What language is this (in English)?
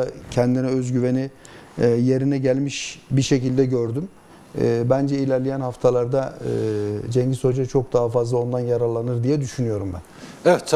Turkish